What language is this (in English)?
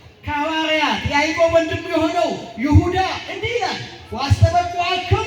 Amharic